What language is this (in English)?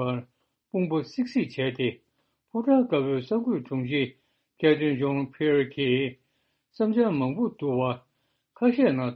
Tibetan